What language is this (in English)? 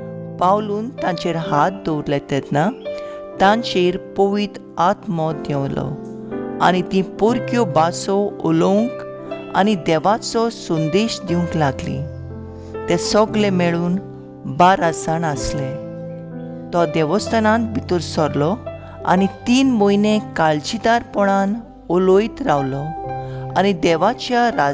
Konkani